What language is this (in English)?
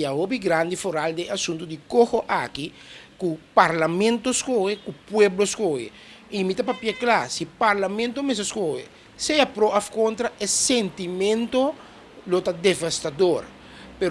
Papiamento